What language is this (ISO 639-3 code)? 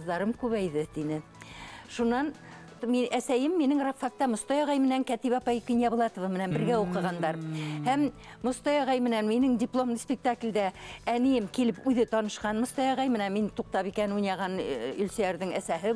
bak